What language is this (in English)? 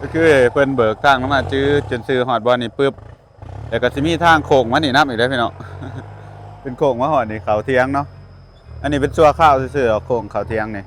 Lao